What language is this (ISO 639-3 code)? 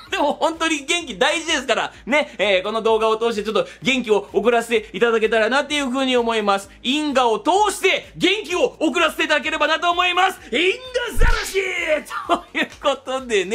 jpn